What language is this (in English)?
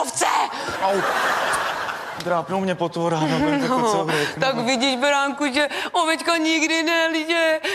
Czech